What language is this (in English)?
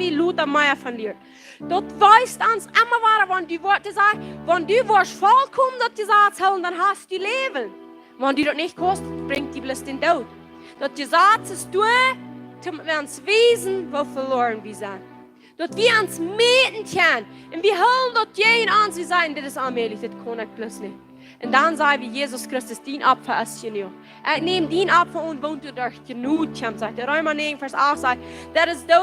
Plautdietsch